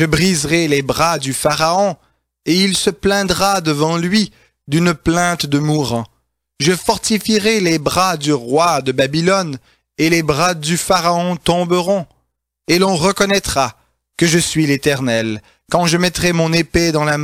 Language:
French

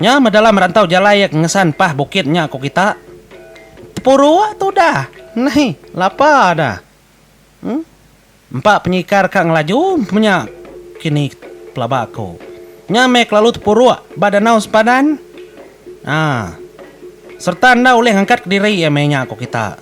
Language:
Iban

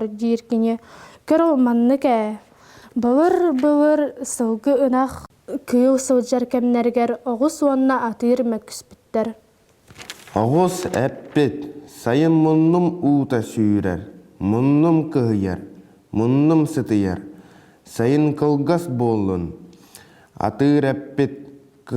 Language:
Yakut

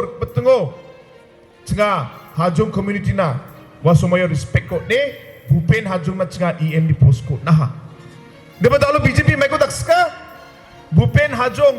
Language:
Garo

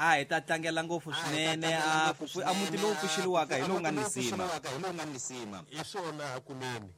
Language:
Tsonga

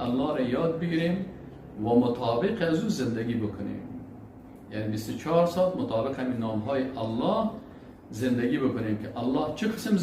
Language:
Persian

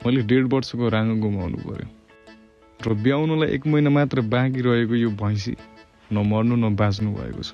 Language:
Nepali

